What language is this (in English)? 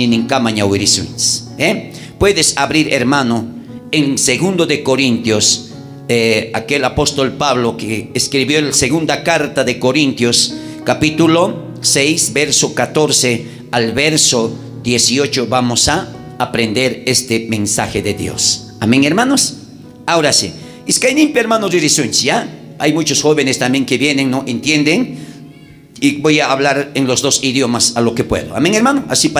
South Bolivian Quechua